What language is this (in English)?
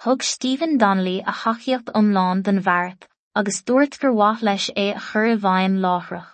Irish